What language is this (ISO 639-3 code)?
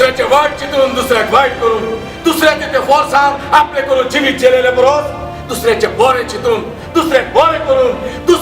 kok